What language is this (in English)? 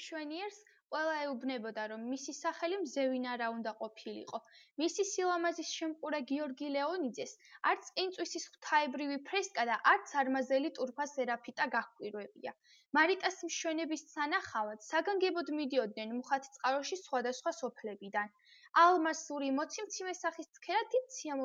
Georgian